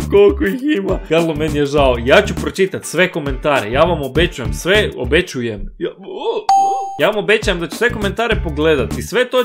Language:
Croatian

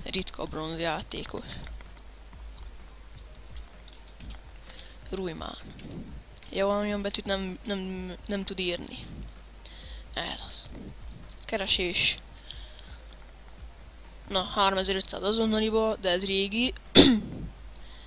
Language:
Hungarian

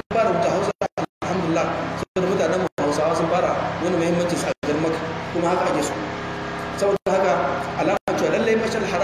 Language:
Hausa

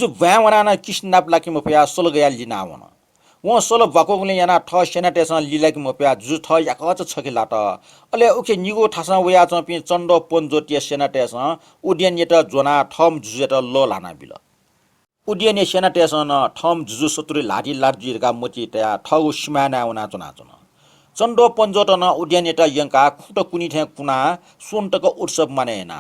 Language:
Newari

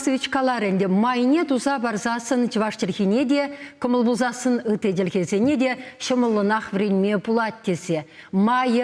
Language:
Chuvash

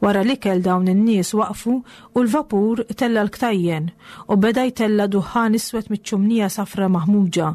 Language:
Maltese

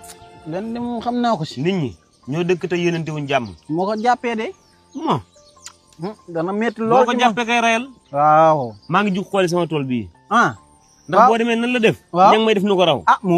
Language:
Wolof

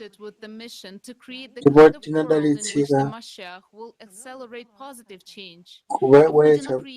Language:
Nyanja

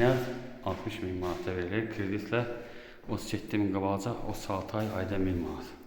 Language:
Azerbaijani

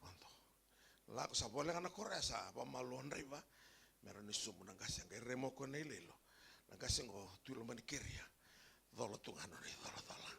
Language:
Fijian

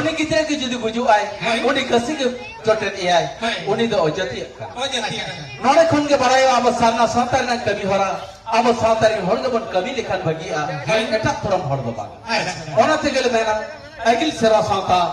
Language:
Santali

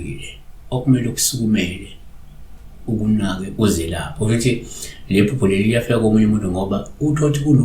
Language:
Zulu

